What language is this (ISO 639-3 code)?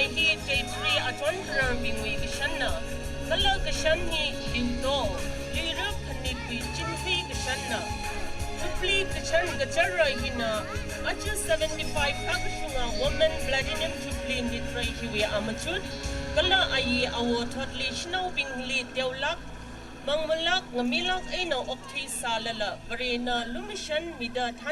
nmf